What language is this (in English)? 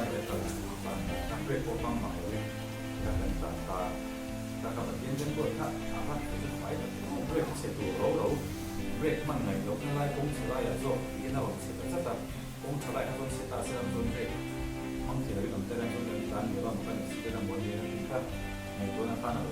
Mizo